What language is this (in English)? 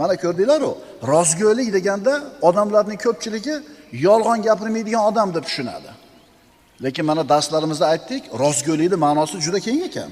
Uzbek